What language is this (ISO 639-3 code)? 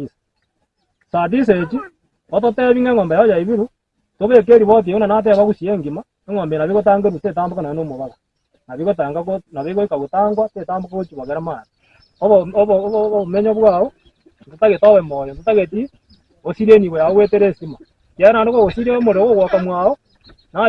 guz